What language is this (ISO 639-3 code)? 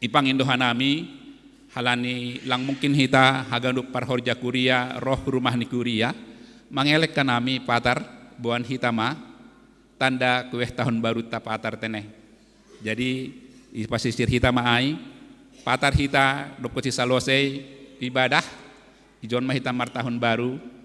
bts